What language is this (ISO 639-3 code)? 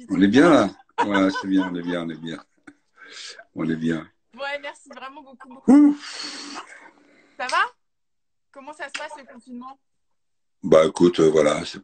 fra